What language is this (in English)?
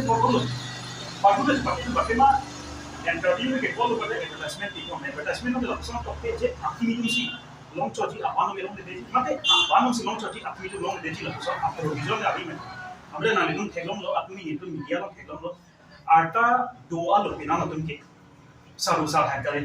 Karbi